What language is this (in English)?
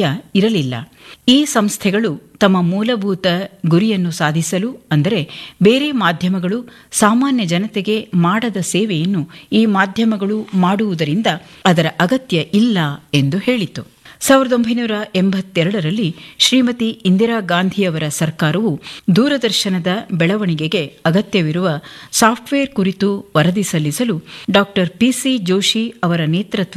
Kannada